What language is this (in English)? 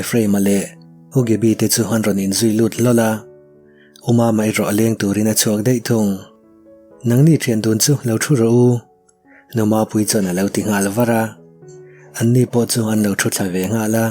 Mizo